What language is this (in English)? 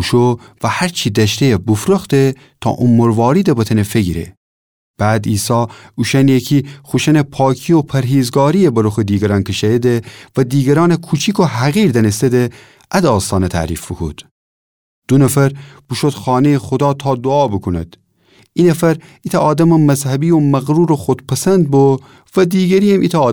Gilaki